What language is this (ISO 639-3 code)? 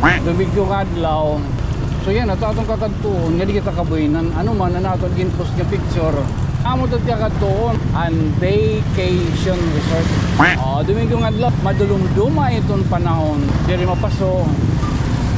war